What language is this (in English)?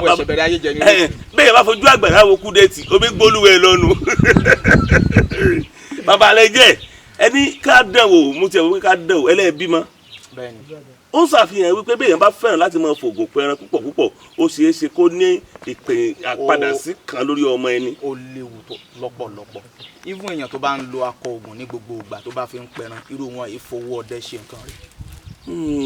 Yoruba